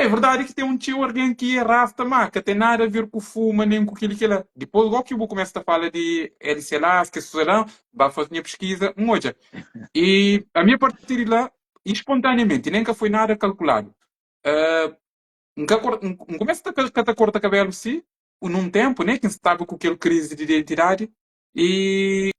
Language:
Kabuverdianu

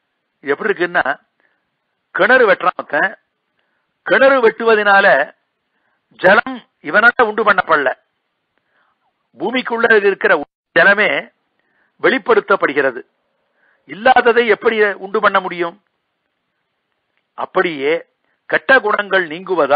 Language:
Tamil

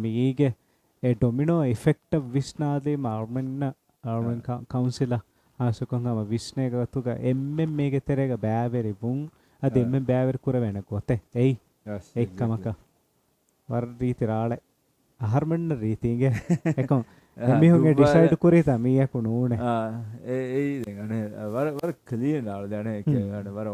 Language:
Divehi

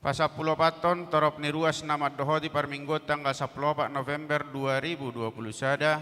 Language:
Batak Toba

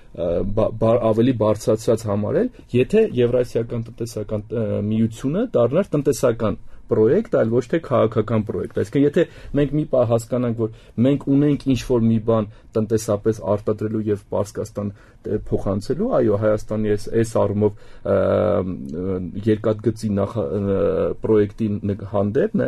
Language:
Armenian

